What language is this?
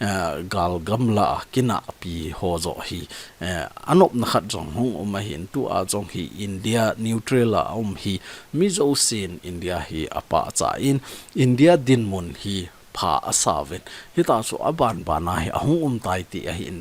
Thado Chin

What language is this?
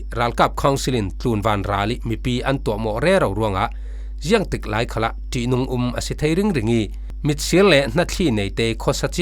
Falam Chin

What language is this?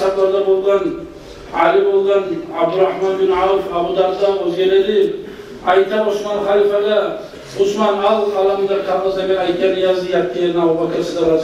Kumyk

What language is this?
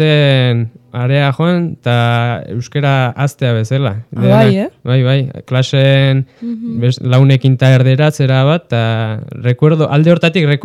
Basque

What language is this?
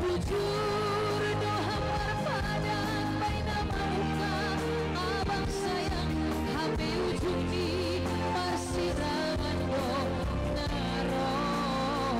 Batak Simalungun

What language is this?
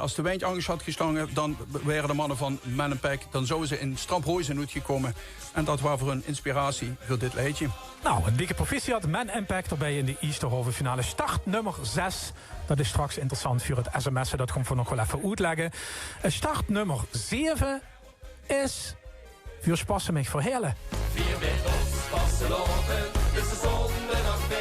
Limburgish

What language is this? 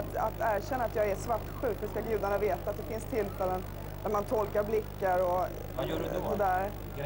Swedish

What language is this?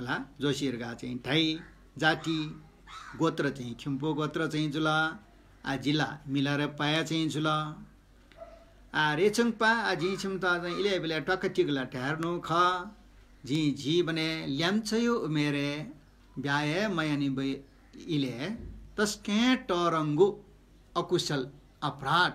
Newari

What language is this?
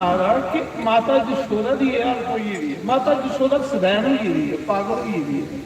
Dogri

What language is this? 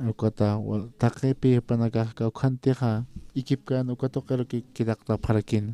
Aymara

